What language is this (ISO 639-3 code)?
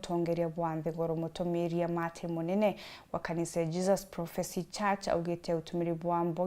mer